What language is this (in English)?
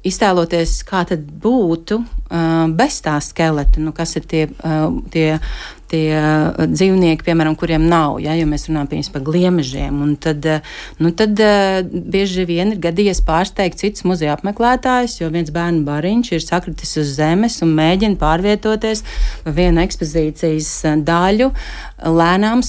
Latvian